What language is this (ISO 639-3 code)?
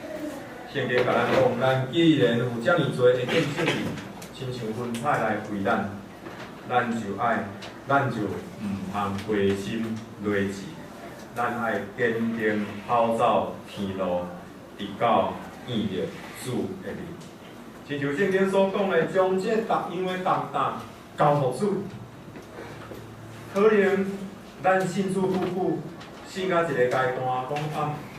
nan